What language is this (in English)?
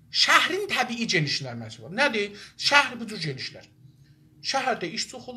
South Azerbaijani